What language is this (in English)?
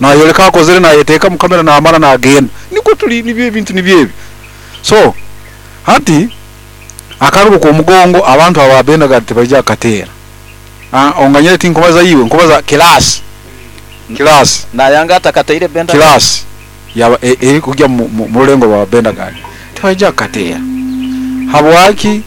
Nyoro